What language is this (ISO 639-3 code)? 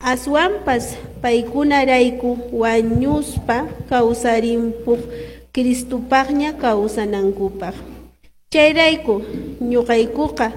que